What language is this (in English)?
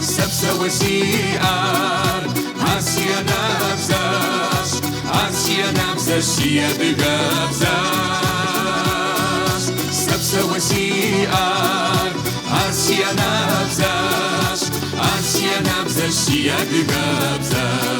Kabardian